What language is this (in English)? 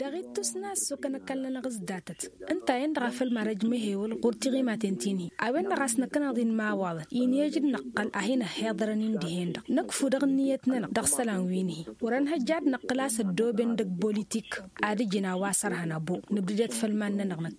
Tamasheq